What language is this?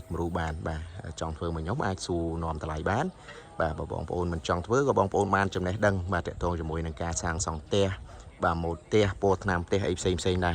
Khmer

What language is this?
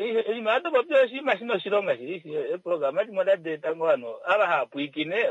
Kuanyama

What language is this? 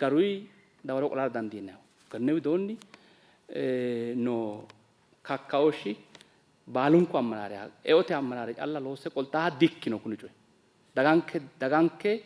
Sidamo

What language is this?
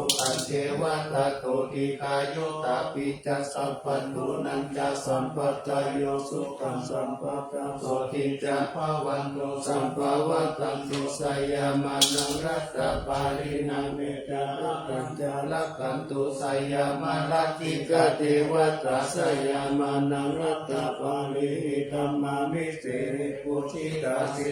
Pali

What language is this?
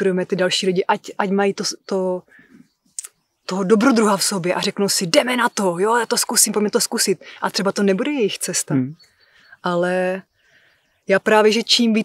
Czech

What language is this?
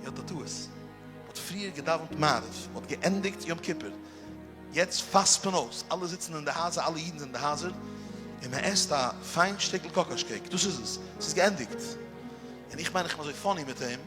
Yiddish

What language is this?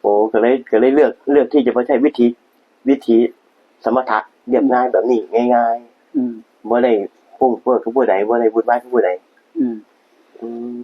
Northeastern Thai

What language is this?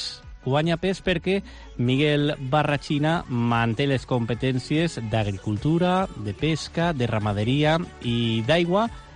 Catalan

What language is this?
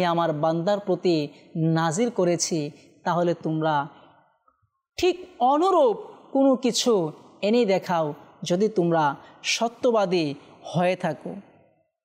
Bangla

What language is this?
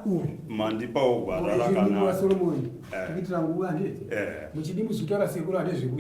Shona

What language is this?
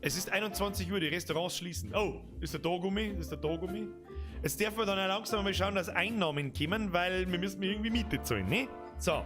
Bavarian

